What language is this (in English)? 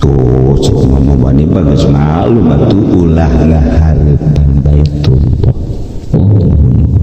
Sundanese